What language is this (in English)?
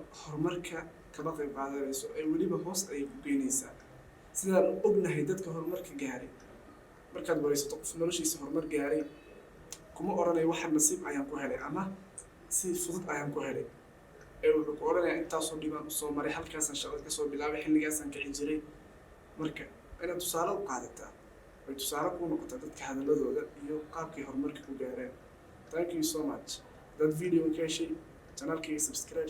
Somali